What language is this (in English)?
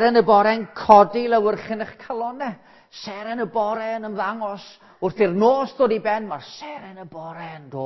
Welsh